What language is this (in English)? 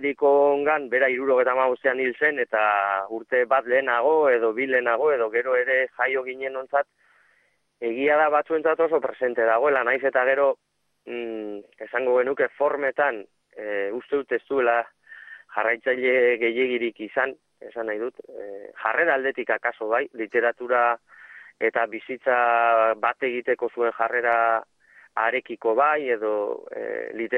Basque